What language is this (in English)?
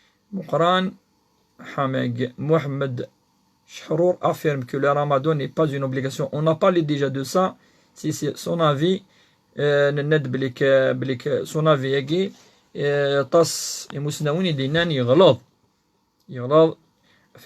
Kabyle